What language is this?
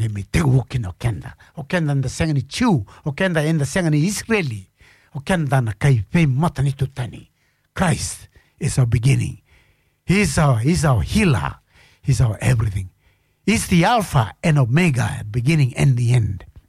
Fijian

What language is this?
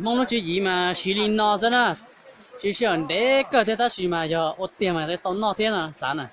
Hmong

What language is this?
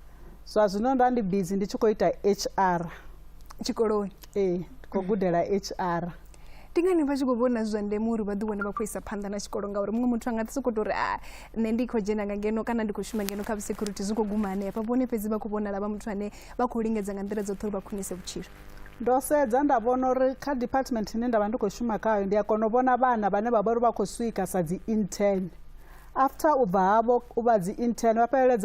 Venda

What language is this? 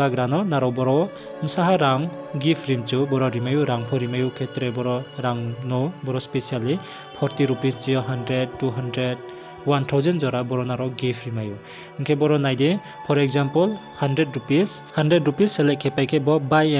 Riang (India)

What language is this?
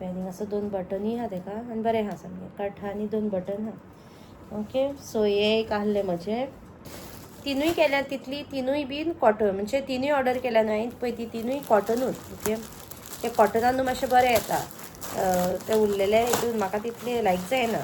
Konkani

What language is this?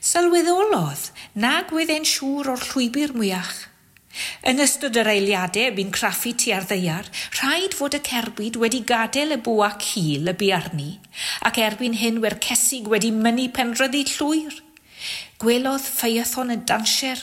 Welsh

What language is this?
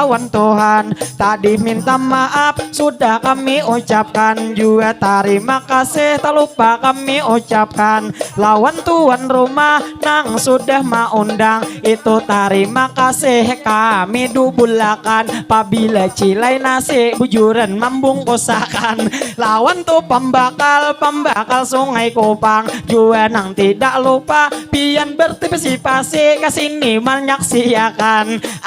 Banjar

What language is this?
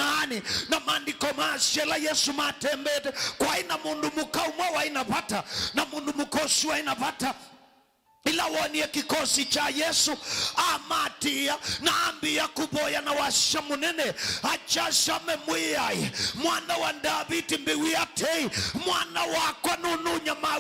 Kamba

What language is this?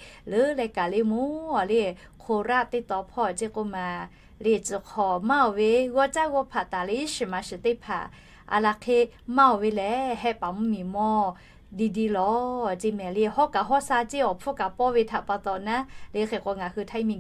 Lahu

